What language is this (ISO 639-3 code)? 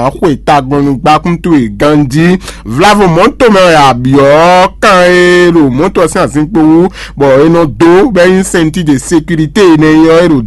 fon